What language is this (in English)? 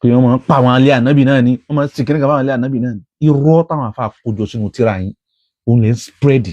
Yoruba